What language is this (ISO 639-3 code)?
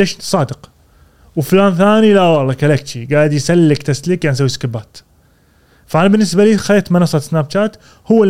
afb